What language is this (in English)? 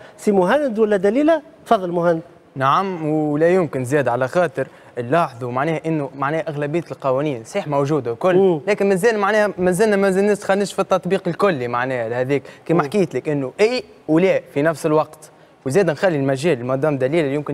Tunisian Arabic